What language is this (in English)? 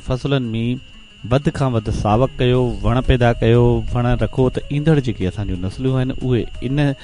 Sindhi